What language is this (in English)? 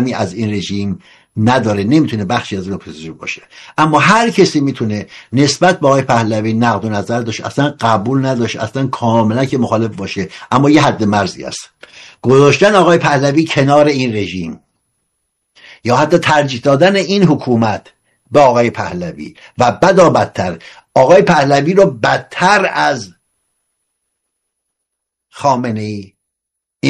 Persian